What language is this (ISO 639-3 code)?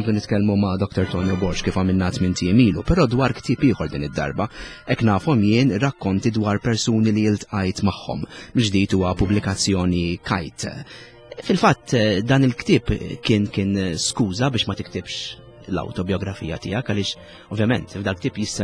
mlt